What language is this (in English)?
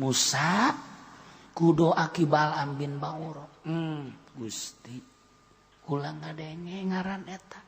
Sundanese